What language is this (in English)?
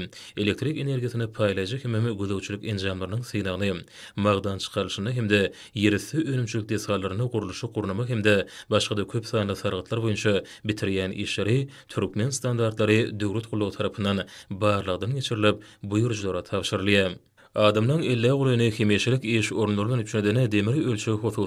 Turkmen